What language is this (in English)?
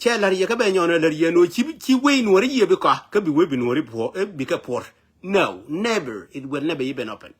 Nuer